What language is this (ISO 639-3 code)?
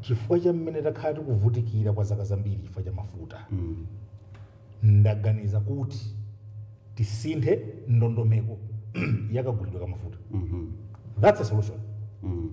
nya